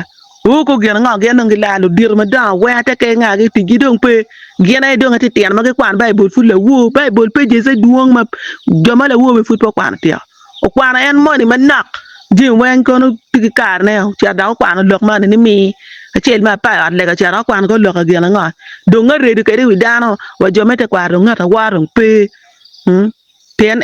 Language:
Acoli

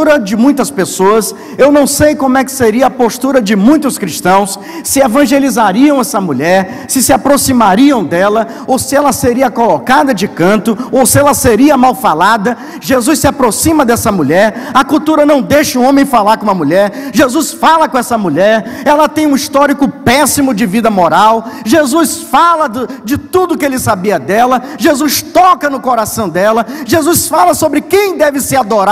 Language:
Portuguese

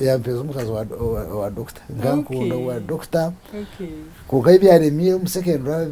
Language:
Nyankole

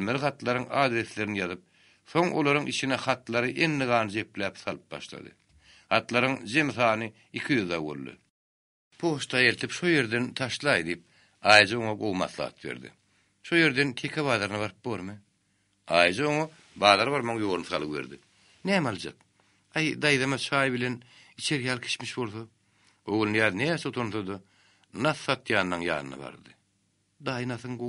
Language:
Turkmen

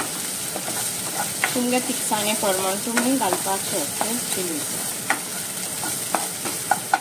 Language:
Konkani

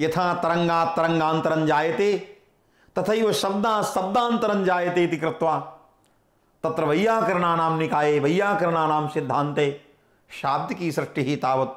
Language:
Sanskrit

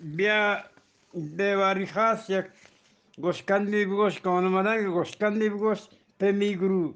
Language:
Eastern Balochi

